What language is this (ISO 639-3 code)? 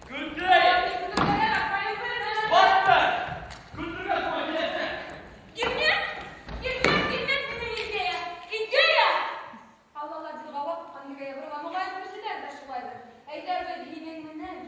bak